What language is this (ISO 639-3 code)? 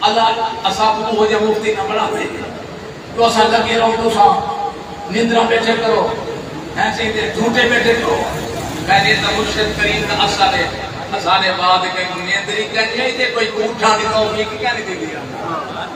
skr